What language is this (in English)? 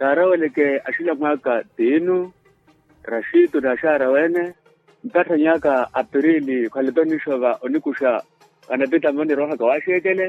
Makhuwa